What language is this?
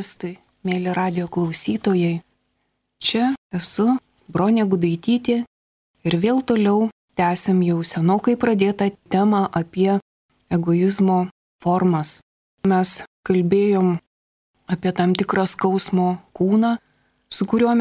Lithuanian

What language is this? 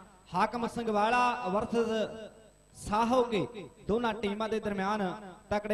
Punjabi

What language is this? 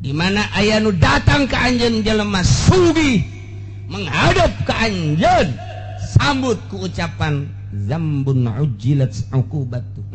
Sundanese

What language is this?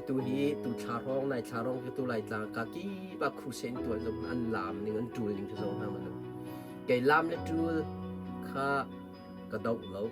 Hakha Chin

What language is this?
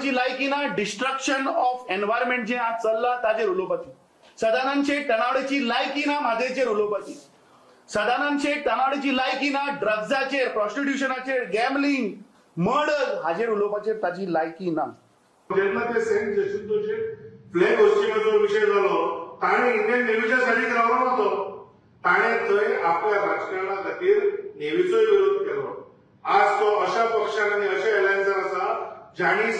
Konkani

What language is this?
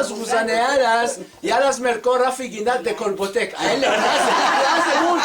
Ladino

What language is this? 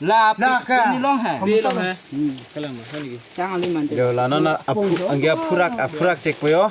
Karbi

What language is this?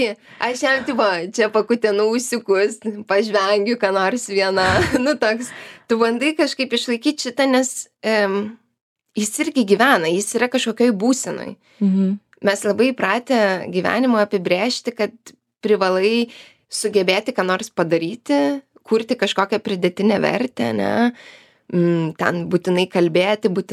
Lithuanian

